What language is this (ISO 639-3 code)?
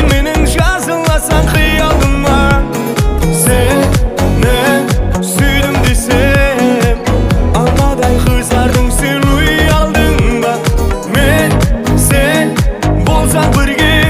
kaa